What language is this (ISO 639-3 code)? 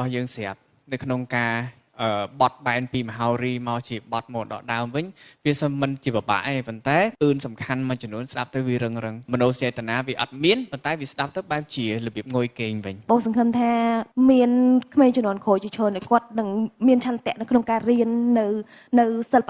khm